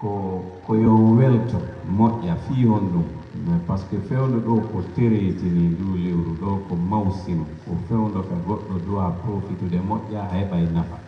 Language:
Pular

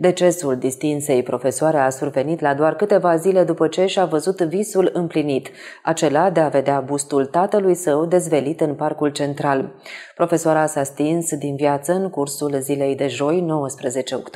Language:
Romanian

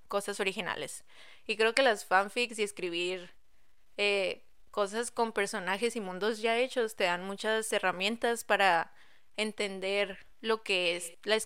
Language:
Spanish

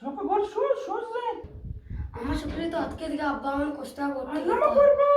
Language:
Eastern Balochi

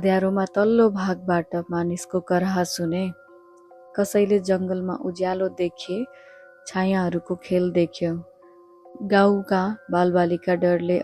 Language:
Nepali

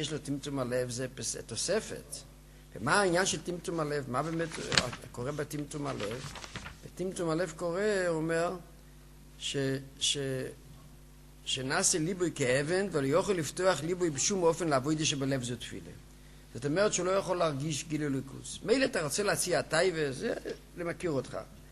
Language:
Hebrew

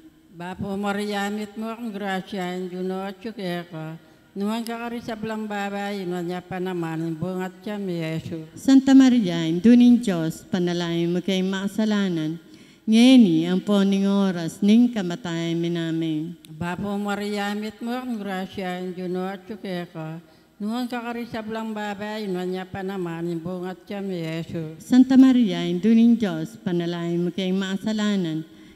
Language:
Pampanga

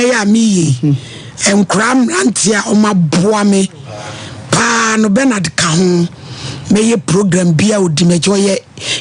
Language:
Akan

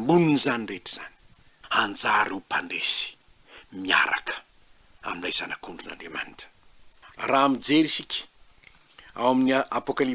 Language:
Malagasy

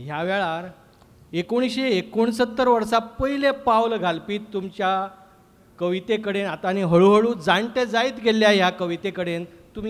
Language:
Konkani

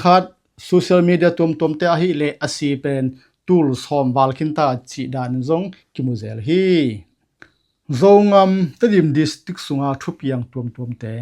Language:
Tedim Chin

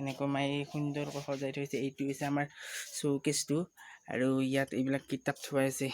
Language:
Assamese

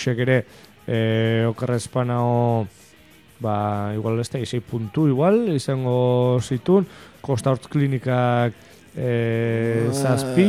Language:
Basque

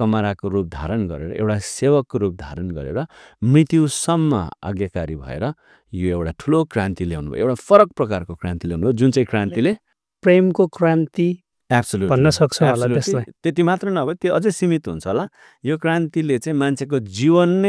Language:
Nepali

